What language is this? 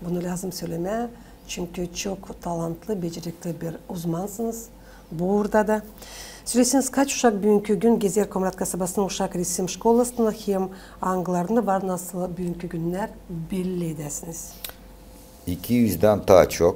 Gagauz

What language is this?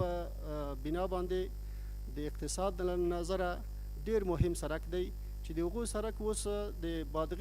Pashto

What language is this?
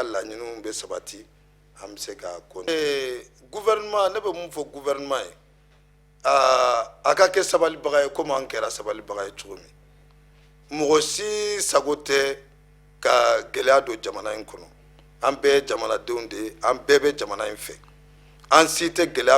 Bambara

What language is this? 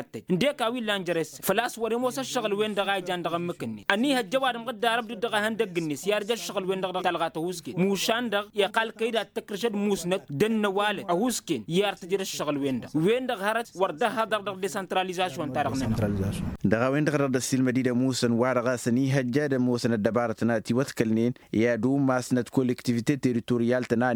Tamasheq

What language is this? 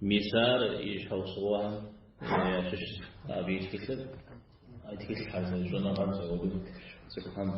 Kabardian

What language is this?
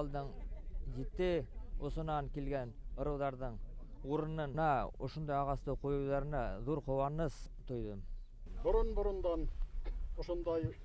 Bashkir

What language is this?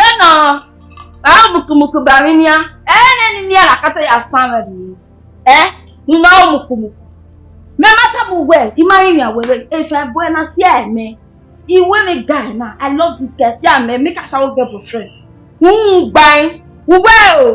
Bini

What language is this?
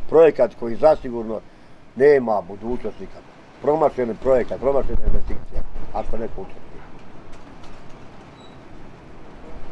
Bosnian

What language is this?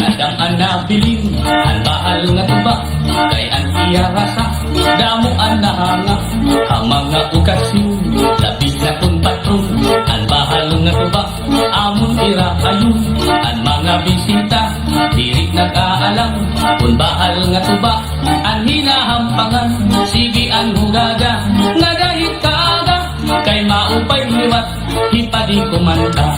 Waray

